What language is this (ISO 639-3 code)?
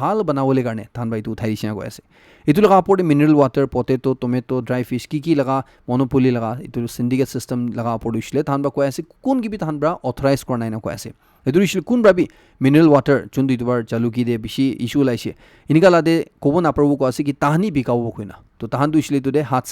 nag